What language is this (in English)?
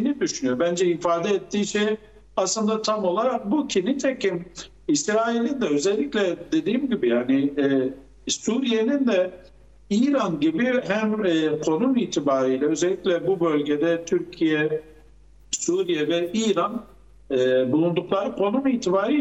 Turkish